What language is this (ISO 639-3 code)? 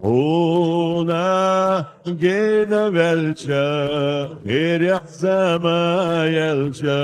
che